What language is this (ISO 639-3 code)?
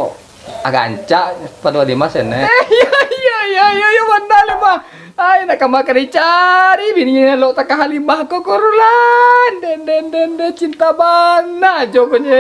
min